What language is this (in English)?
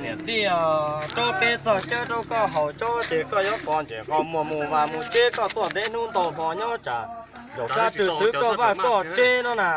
Hmong